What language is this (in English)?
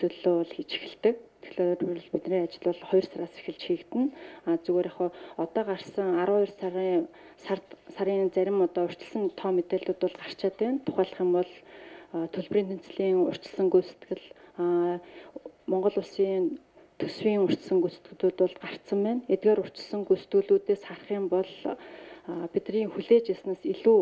Mongolian